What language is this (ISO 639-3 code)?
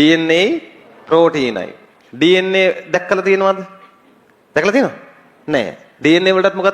sin